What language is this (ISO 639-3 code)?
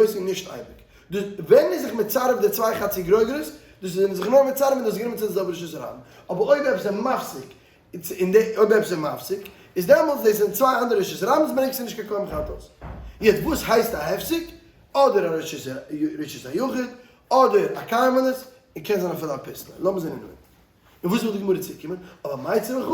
yid